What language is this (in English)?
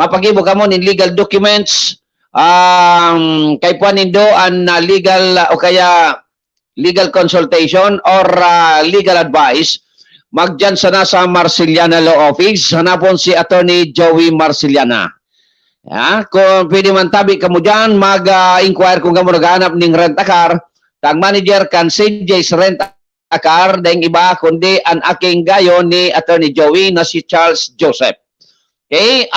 Bikol